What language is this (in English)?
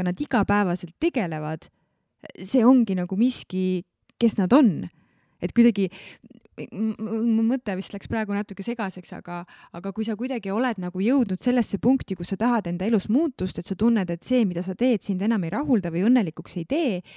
Estonian